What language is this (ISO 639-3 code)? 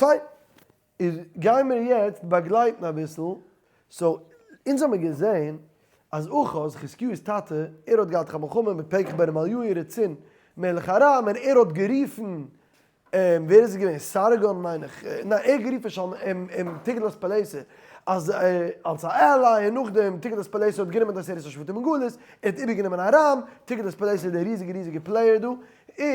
yid